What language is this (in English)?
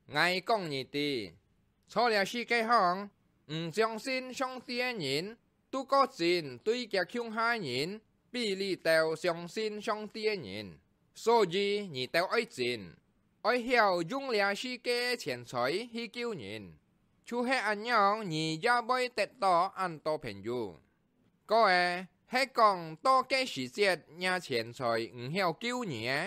Hakka Chinese